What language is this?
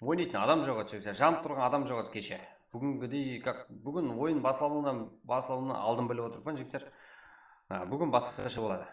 Kara-Kalpak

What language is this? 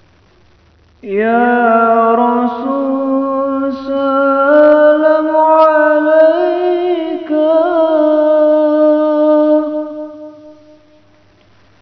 Arabic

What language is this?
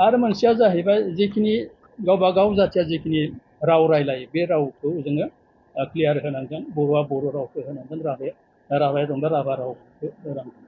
Bodo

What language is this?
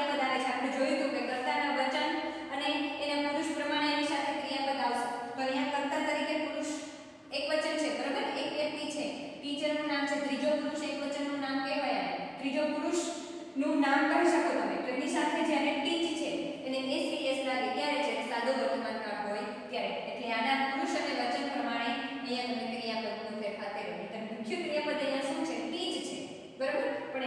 Gujarati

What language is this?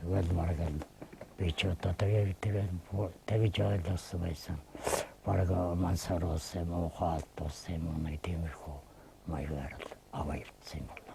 Mongolian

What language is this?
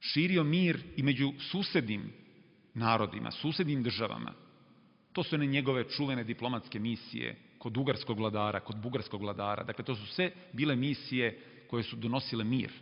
Serbian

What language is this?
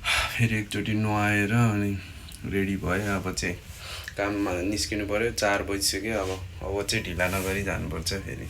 Nepali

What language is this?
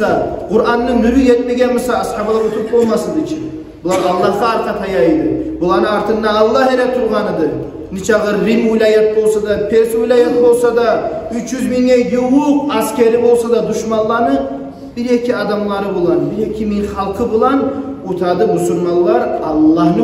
Kumyk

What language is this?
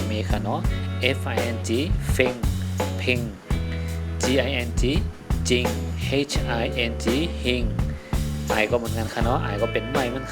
Shan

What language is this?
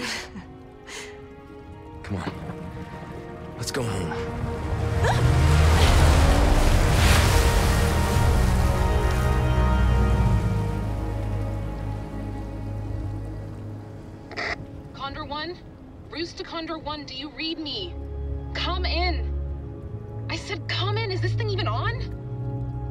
English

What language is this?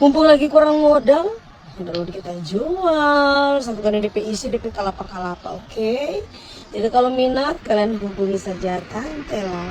Manado Malay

